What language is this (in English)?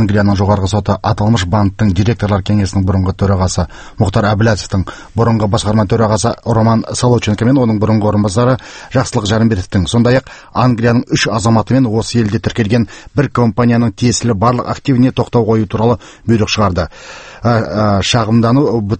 Kazakh